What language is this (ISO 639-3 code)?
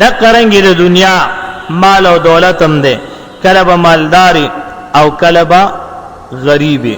pus